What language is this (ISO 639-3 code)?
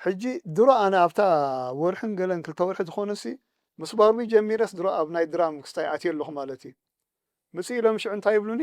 tir